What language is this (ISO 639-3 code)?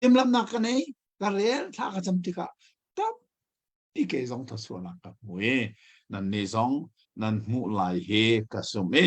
cnh